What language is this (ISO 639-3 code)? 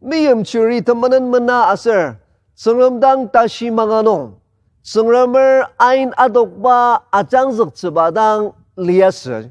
njo